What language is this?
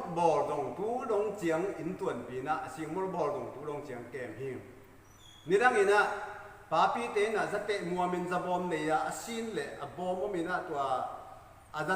Tedim Chin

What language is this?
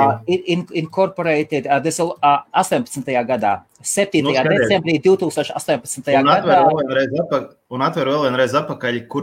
Latvian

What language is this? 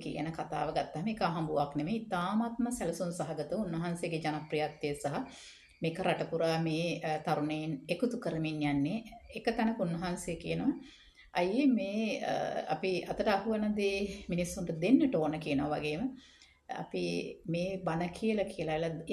Sinhala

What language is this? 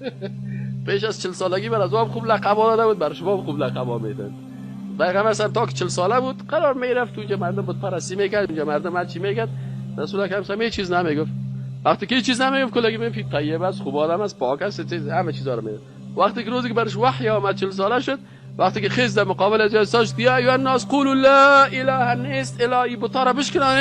Persian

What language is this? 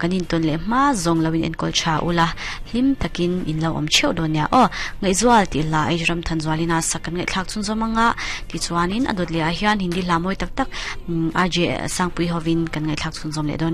Mizo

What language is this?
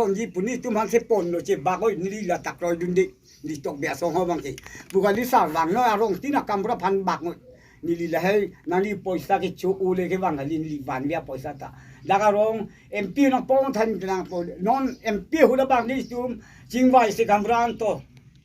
Karbi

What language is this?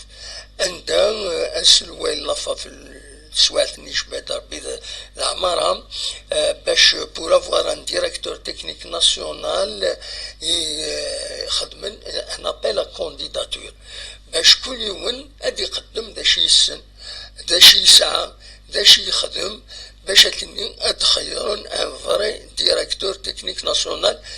Kabyle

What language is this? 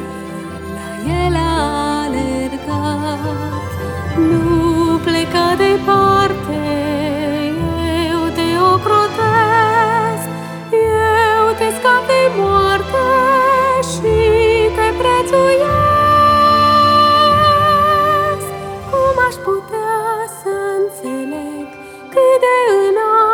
Romanian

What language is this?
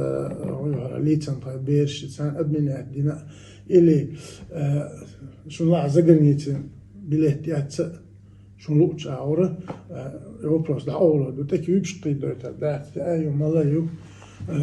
Chechen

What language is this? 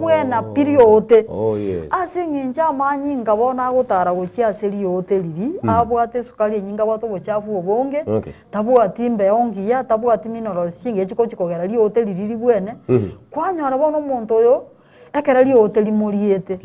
Gusii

